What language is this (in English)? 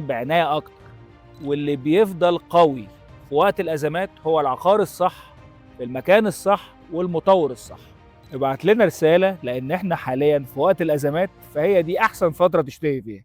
Egyptian Arabic